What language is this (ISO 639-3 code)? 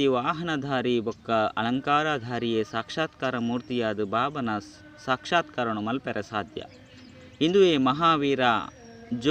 tcy